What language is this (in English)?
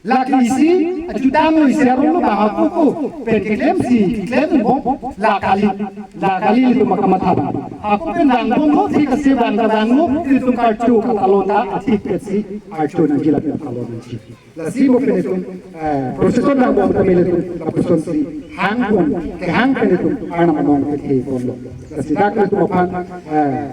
Karbi